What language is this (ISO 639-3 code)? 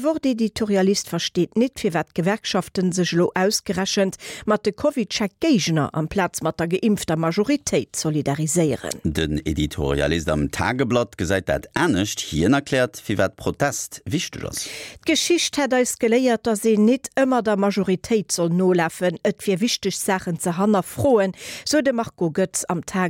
ltz